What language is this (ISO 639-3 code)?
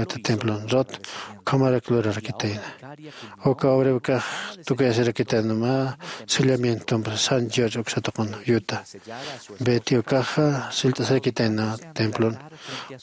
aym